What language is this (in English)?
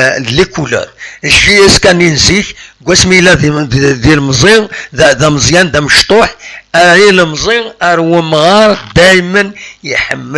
Kabyle